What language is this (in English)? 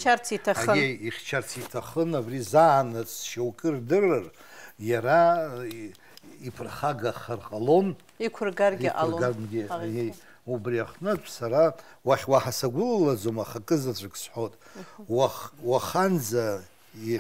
Abkhazian